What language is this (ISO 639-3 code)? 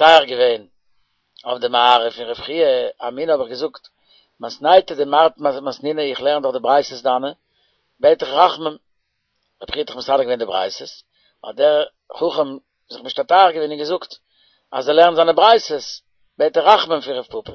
yid